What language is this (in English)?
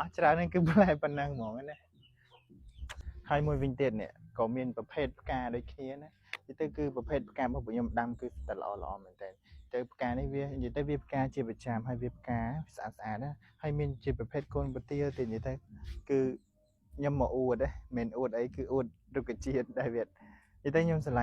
Khmer